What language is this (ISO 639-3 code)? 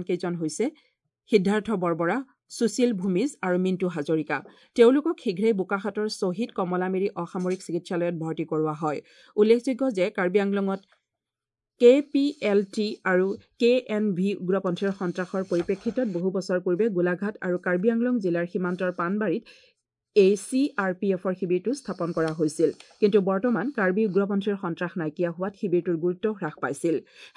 asm